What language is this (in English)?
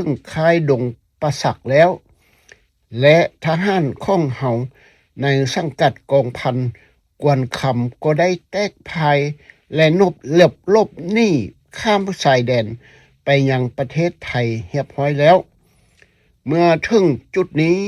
Lao